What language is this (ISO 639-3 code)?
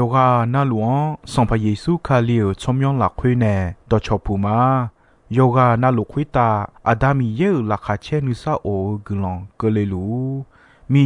ahk